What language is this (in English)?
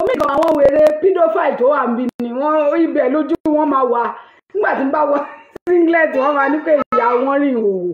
Yoruba